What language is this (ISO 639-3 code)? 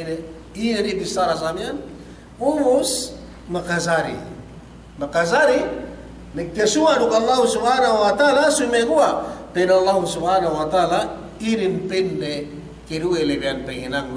yka